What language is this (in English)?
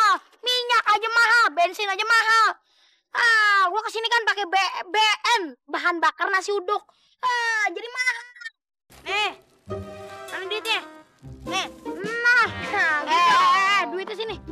Betawi